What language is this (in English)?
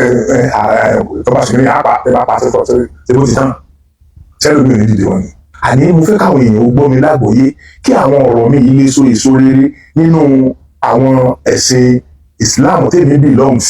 Yoruba